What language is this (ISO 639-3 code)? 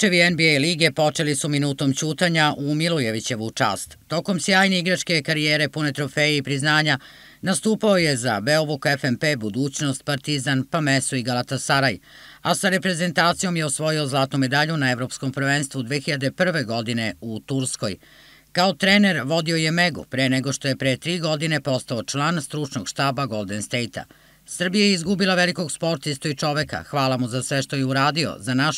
srp